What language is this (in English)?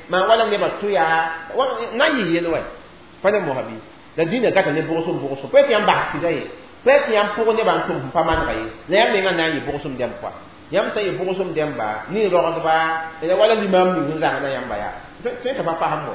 Mossi